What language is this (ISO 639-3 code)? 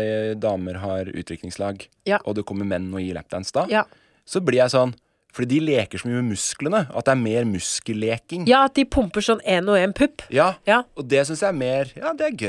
nor